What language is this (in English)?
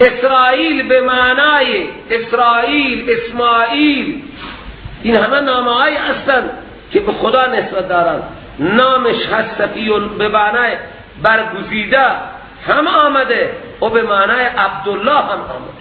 Persian